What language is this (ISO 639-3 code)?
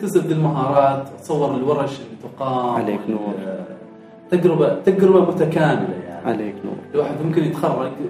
afb